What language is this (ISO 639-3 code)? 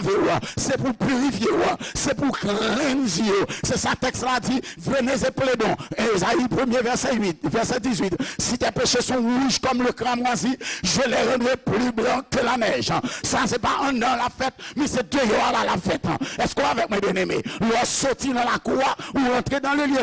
hat